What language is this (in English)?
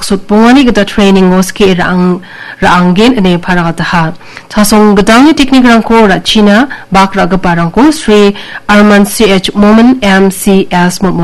Garo